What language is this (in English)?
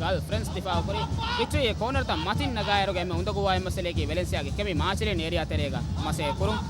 Divehi